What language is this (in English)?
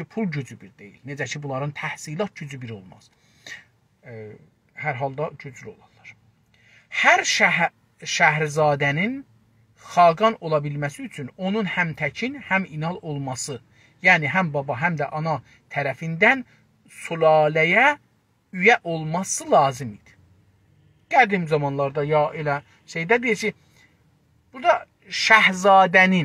South Azerbaijani